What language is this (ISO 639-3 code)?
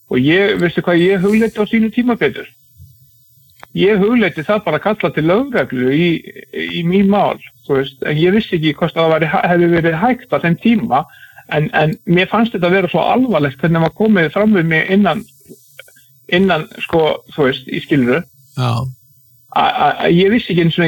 isl